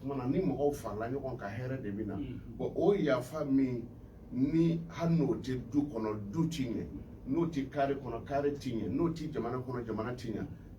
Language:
Bambara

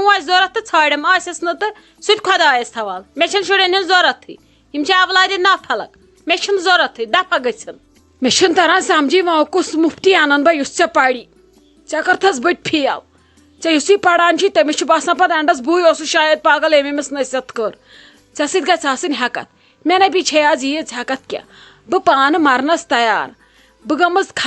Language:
Kashmiri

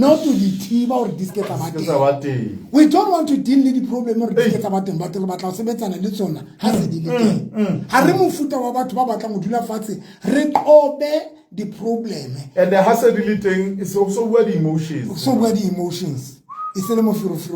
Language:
Southern Sotho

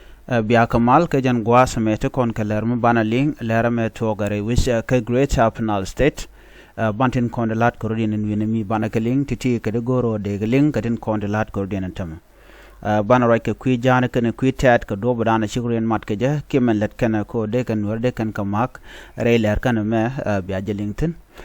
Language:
Nuer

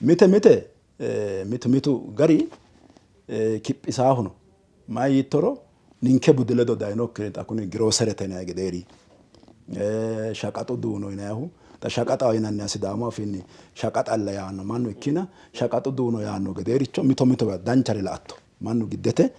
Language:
Sidamo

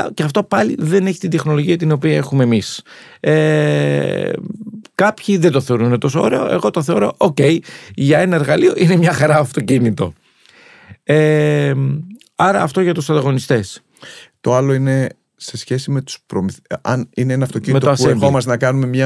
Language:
Greek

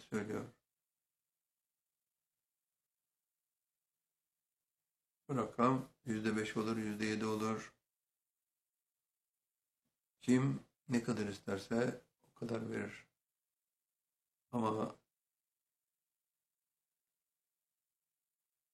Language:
Turkish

